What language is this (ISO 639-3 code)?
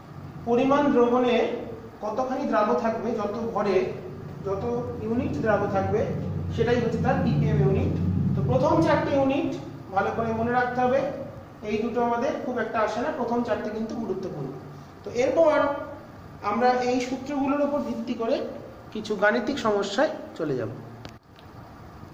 ben